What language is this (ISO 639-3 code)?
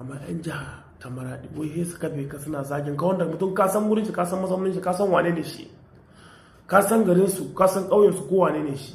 hau